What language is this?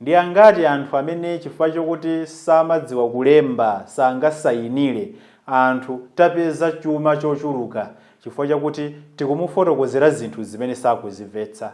Nyanja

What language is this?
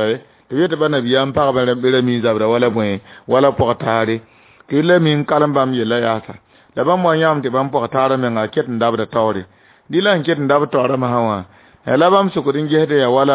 Mossi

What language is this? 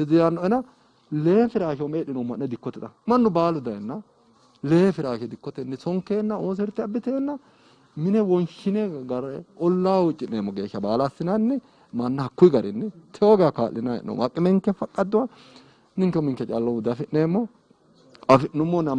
Sidamo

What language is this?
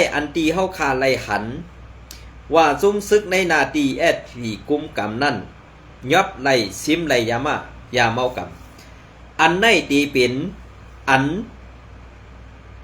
Shan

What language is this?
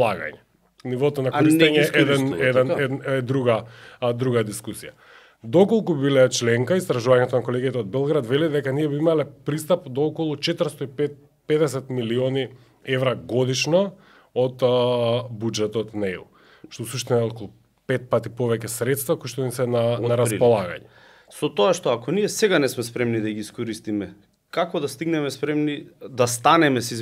Macedonian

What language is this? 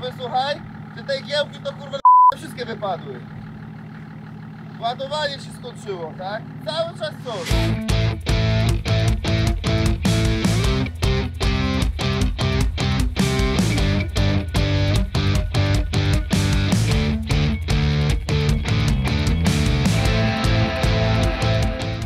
Polish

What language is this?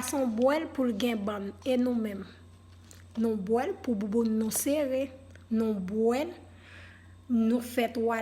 Haitian Creole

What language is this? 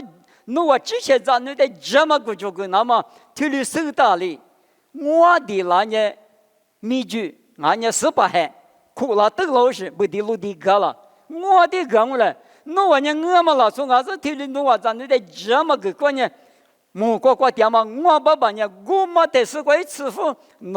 Lisu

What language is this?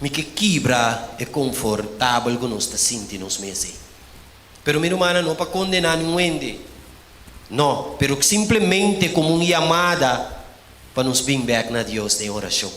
Papiamento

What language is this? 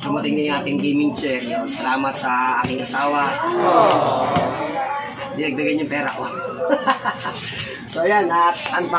Filipino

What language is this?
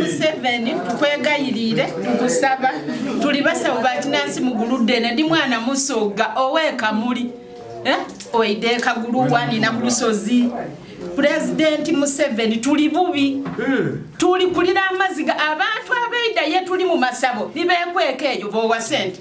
Ganda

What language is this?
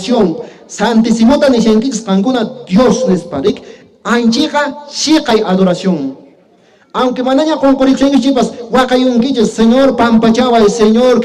Quechua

